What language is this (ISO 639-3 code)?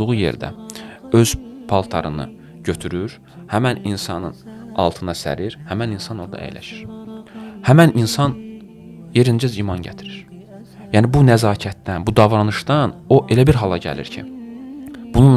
aze